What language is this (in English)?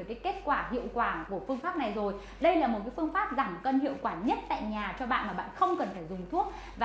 Vietnamese